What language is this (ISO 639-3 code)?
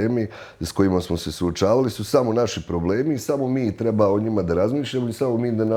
bos